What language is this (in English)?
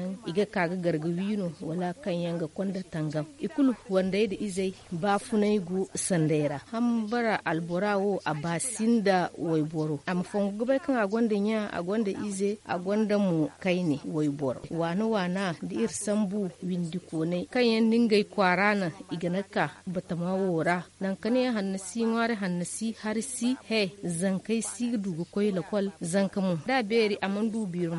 Zarma